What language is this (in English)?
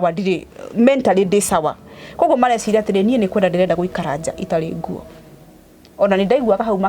Kikuyu